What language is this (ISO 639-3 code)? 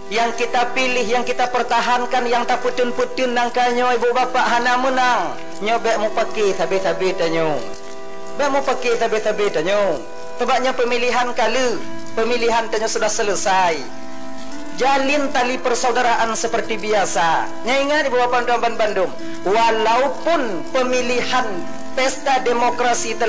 ace